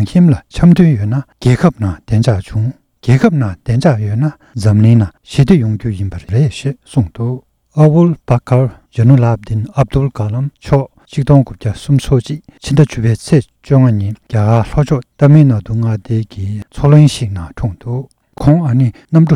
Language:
Tibetan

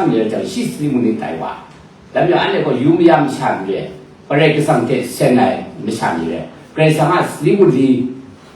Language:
Kachin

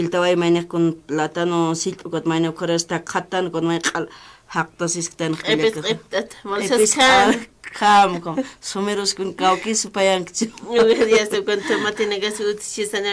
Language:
Aymara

